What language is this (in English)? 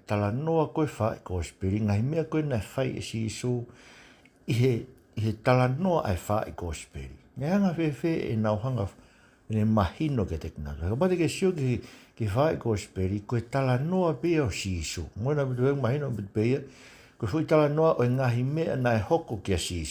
Tongan